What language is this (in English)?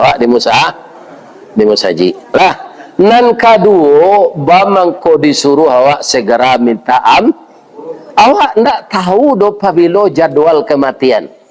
Minangkabau